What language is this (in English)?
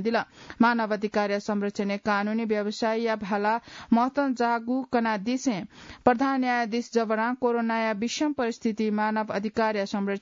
Newari